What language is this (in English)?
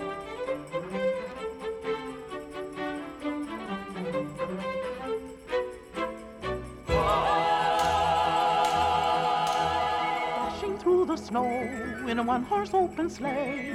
Icelandic